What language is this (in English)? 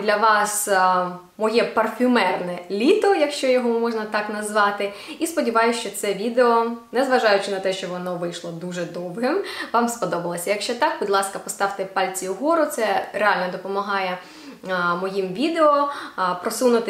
Ukrainian